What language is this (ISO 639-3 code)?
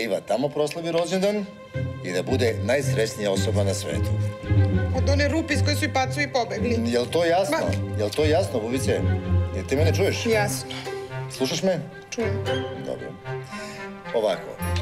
srp